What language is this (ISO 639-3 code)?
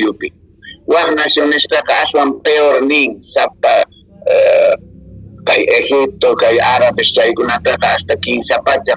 que